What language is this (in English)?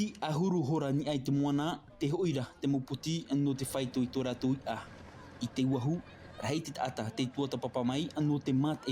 Tahitian